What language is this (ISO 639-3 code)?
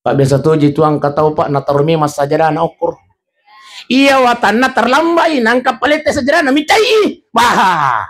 bug